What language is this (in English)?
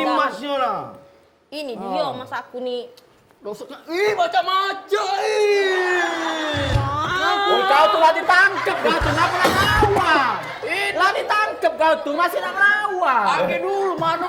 Musi